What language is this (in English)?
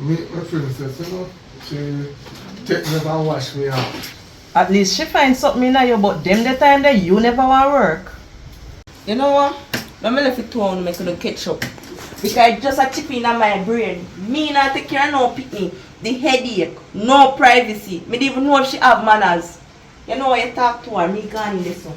Jamaican Creole English